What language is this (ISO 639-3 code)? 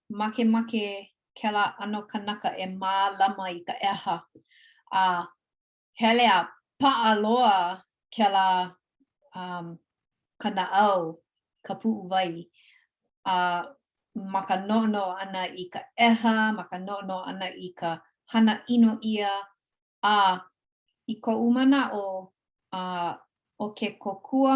haw